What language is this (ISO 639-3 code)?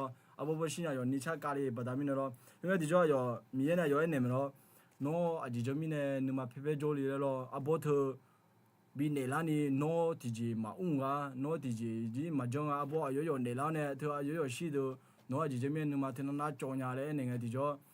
ahk